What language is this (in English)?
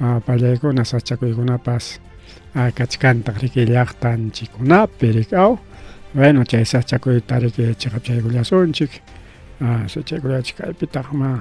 Ayacucho Quechua